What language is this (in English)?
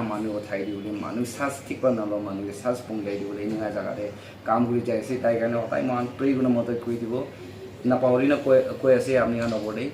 Naga Pidgin